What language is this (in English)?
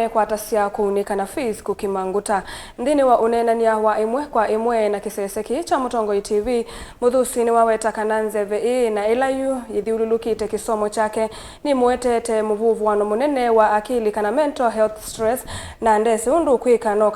Kamba